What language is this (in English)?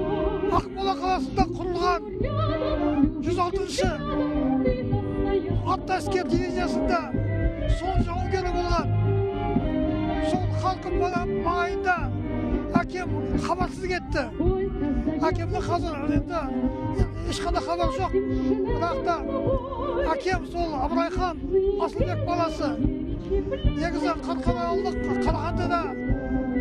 Kazakh